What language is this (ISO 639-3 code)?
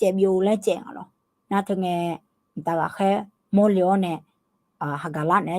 ahk